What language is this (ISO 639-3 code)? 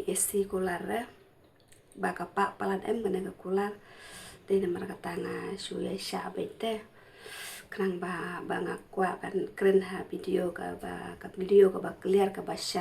kha